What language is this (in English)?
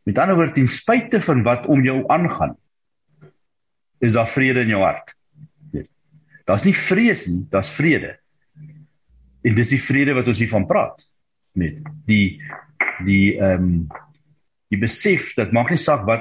Afrikaans